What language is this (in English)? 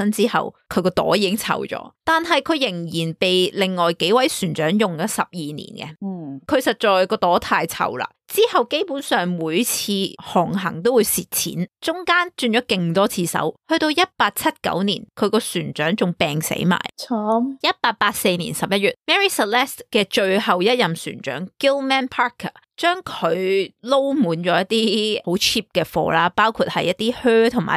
Cantonese